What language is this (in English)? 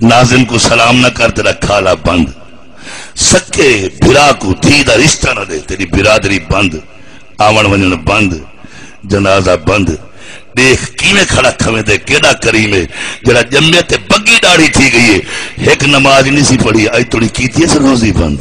Saraiki